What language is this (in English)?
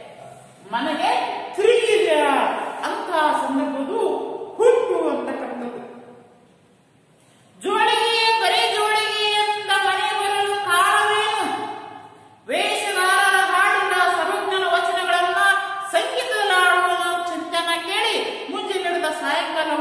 Kannada